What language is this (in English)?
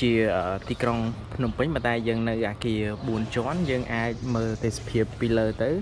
Khmer